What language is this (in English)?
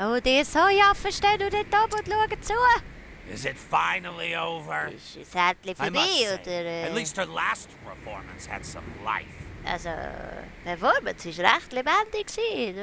Swiss German